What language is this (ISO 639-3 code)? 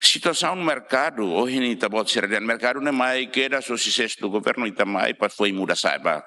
tet